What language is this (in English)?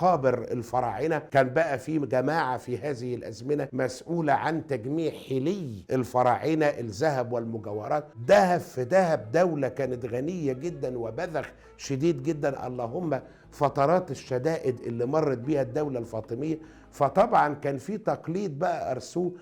Egyptian Arabic